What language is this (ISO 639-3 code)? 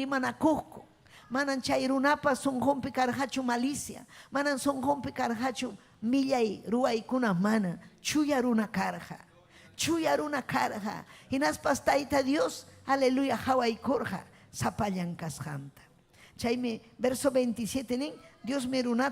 quy